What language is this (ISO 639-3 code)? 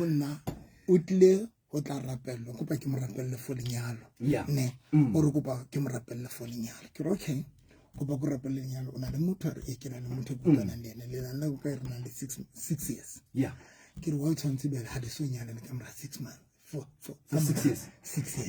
sot